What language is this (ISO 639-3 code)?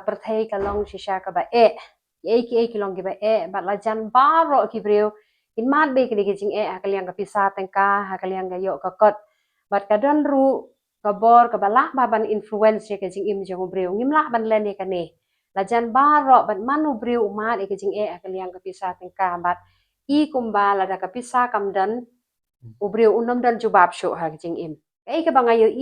kha